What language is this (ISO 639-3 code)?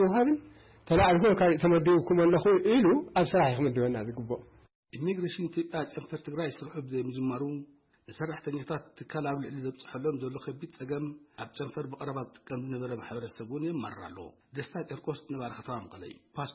tir